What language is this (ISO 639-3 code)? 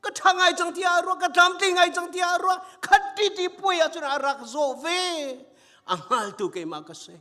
cnh